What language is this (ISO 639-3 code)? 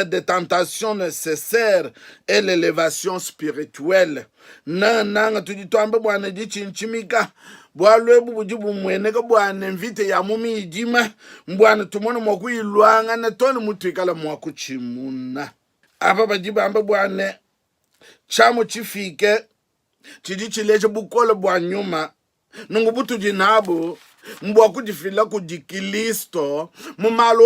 lua